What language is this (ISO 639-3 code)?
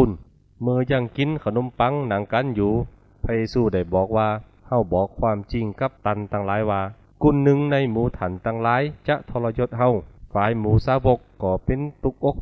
khb